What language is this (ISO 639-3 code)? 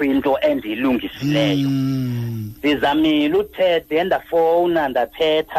xho